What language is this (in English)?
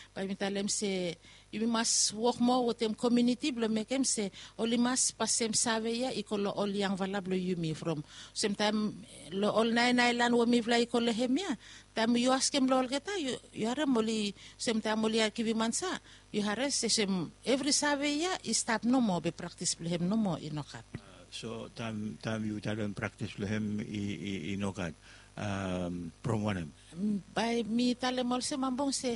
Bislama